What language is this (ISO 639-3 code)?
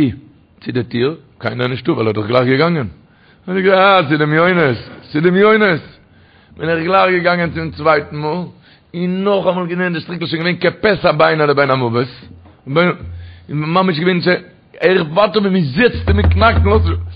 yid